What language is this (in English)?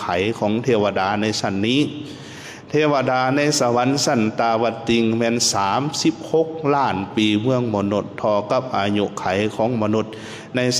Lao